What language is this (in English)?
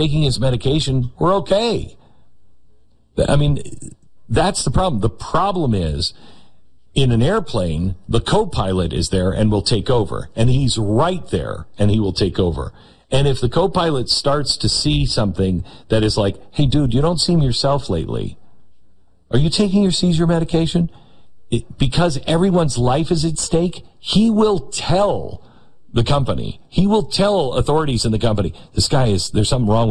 English